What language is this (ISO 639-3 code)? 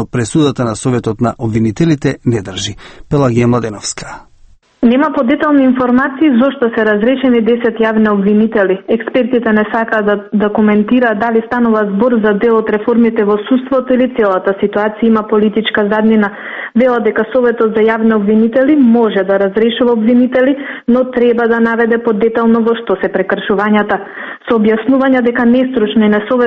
mkd